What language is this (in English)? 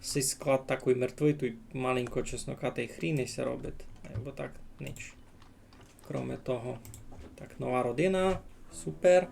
Rusyn